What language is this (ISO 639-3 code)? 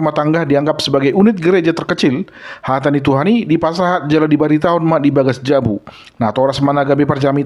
bbc